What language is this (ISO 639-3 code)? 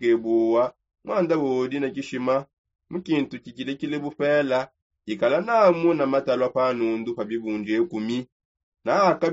sop